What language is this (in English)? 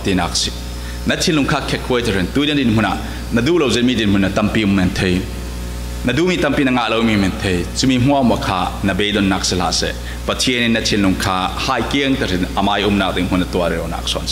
Falam Chin